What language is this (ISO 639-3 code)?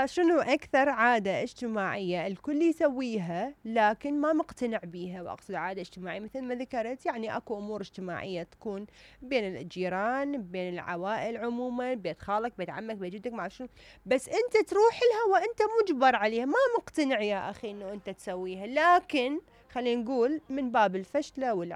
acm